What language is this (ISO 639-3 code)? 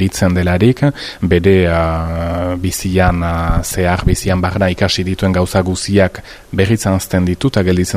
eus